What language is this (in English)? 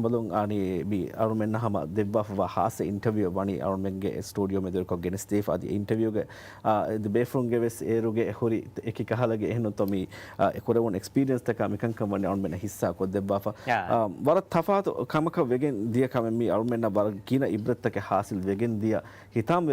Divehi